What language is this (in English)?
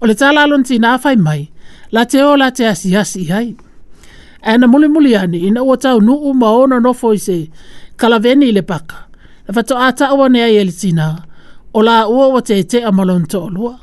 Samoan